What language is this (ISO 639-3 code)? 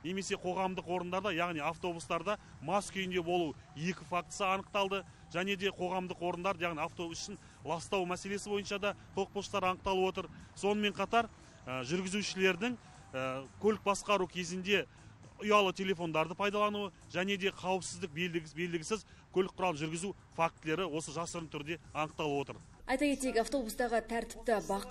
kaz